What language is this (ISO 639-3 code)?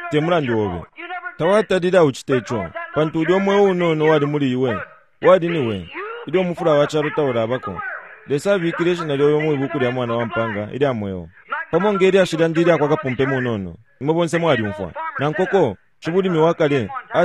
bem